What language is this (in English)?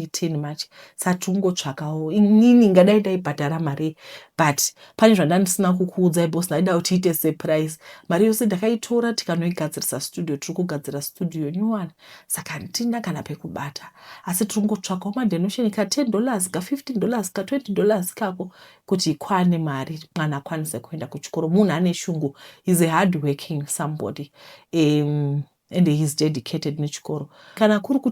Shona